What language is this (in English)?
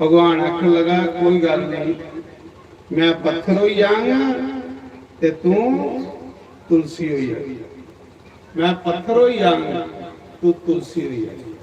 Dogri